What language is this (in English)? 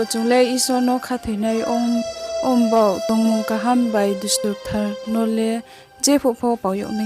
Riang (India)